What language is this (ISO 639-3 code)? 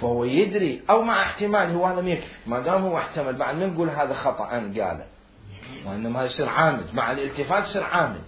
acm